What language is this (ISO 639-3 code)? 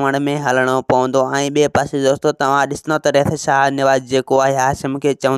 snd